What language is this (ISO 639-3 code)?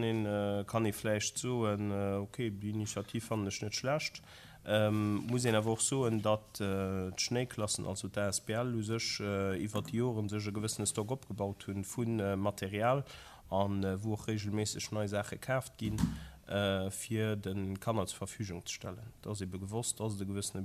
ltz